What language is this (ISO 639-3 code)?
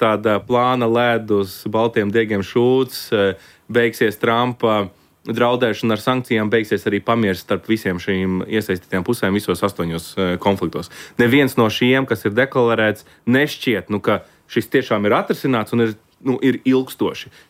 lav